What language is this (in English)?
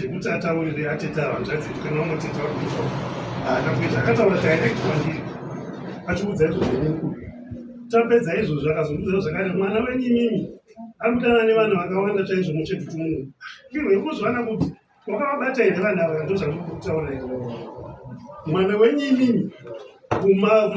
Shona